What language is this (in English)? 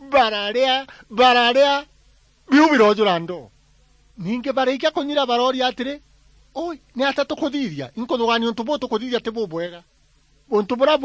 Meru